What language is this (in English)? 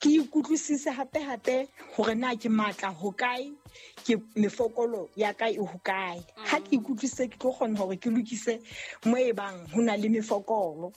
Southern Sotho